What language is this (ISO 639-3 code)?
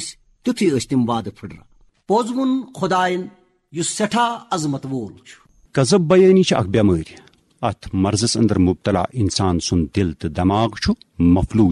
kas